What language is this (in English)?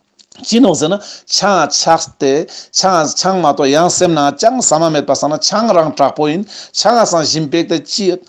Ladakhi